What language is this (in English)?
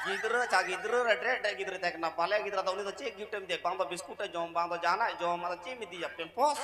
Santali